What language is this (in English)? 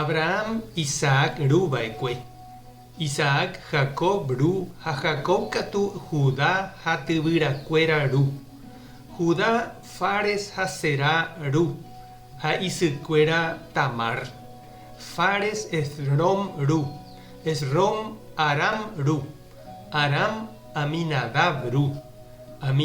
Guarani